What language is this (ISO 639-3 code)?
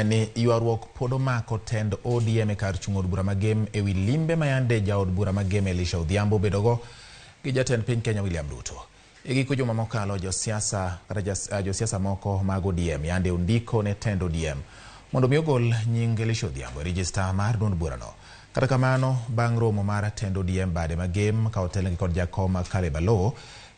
luo